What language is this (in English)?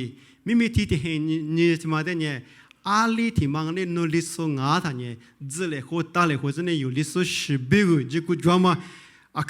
Lisu